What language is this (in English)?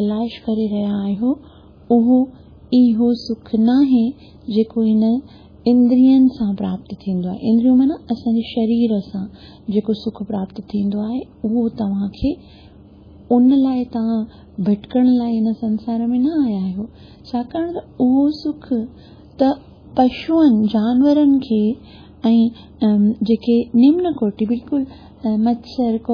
Sindhi